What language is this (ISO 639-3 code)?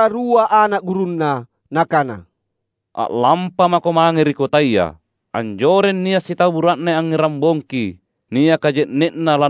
mak